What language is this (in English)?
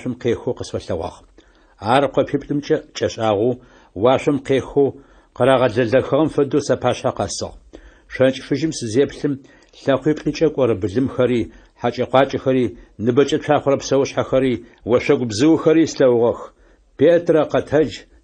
Adyghe